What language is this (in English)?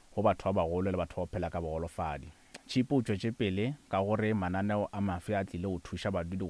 Northern Sotho